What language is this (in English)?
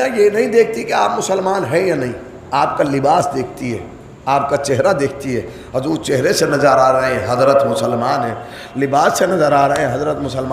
Urdu